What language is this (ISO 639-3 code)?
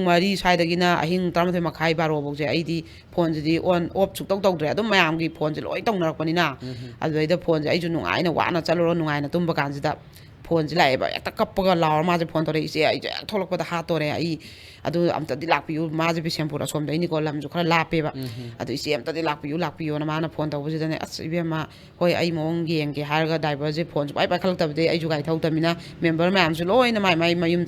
mni